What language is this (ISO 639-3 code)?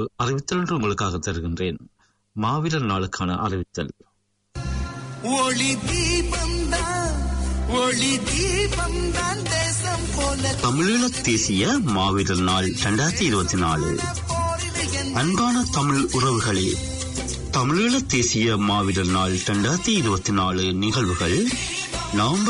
tam